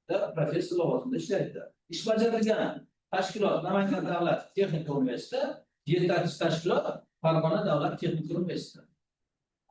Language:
Uzbek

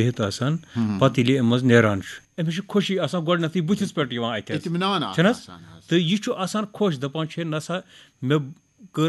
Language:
Kashmiri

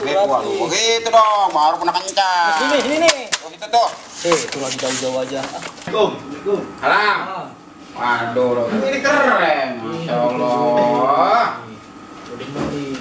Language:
Betawi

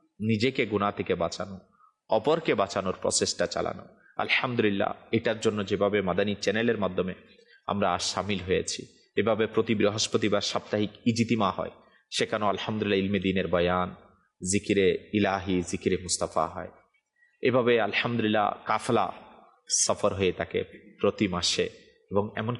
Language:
Bangla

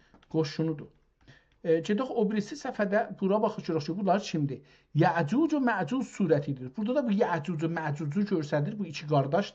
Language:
South Azerbaijani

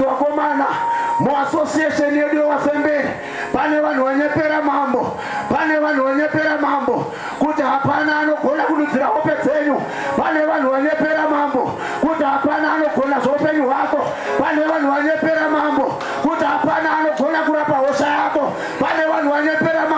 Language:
Shona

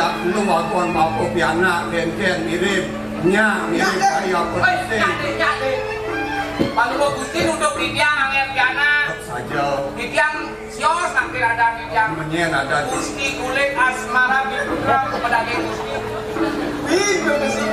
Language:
Balinese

